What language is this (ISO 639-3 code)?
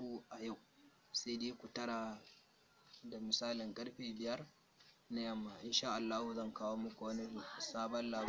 hau